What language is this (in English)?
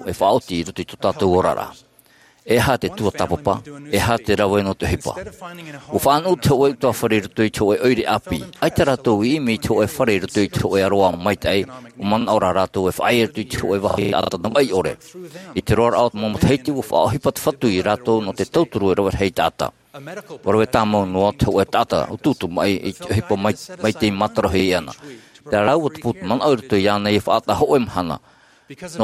Tahitian